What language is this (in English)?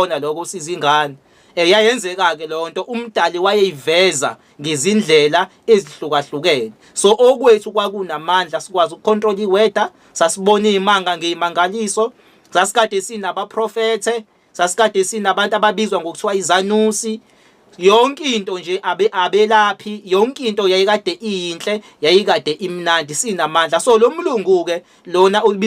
Zulu